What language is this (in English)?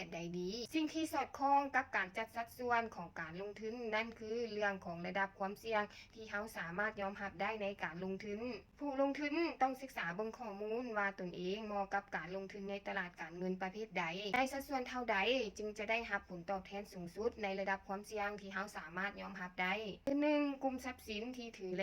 Lao